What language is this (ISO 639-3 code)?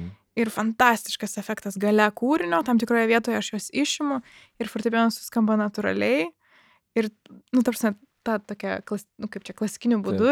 lit